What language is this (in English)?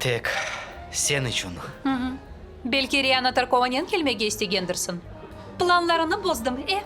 Crimean Tatar